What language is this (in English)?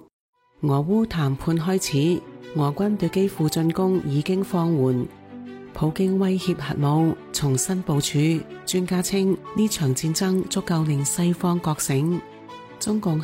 Cantonese